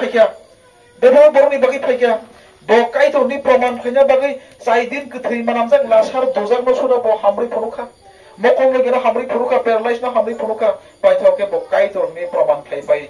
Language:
Kok Borok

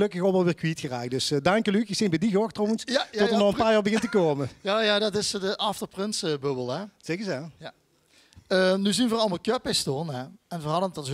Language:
Limburgish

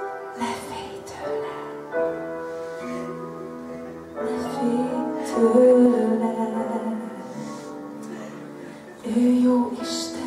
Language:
Hungarian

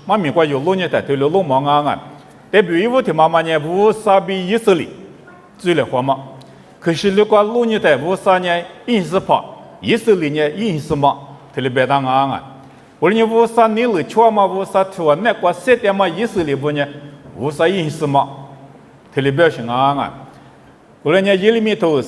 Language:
Lisu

